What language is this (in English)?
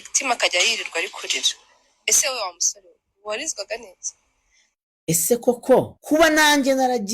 Kinyarwanda